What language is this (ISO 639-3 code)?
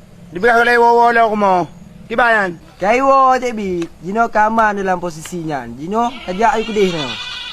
ace